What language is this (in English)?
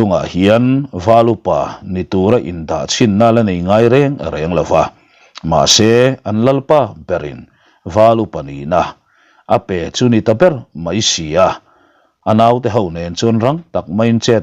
Mizo